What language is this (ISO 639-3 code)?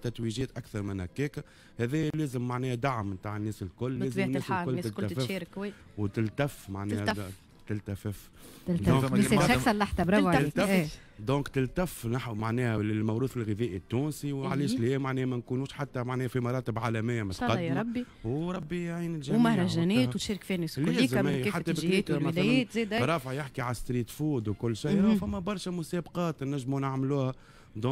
aeb